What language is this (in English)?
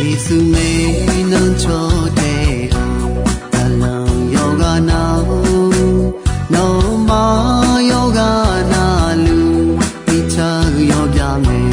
Akha